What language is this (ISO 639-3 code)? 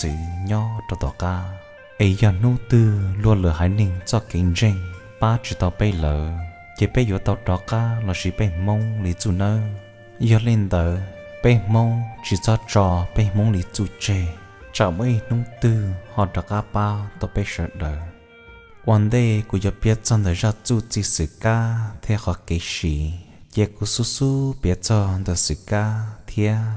hmn